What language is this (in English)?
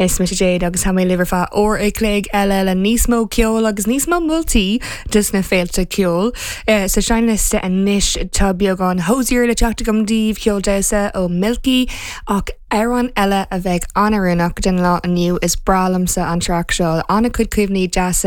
Irish